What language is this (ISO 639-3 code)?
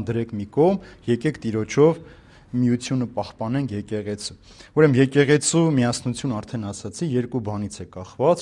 hye